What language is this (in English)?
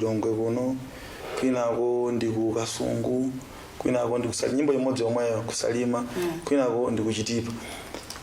Nyanja